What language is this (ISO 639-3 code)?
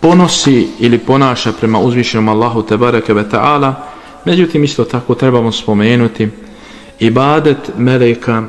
bos